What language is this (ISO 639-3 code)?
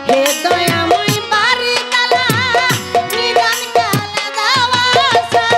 ben